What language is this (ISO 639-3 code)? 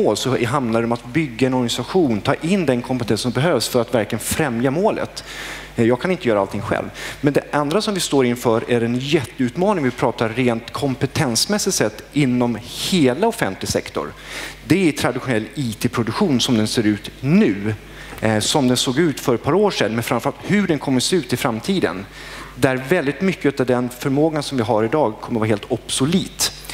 swe